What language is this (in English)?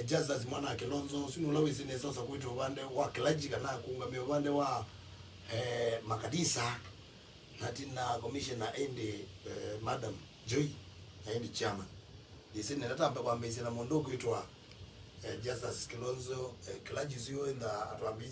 Kamba